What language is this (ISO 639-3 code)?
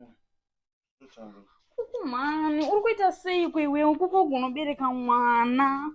sna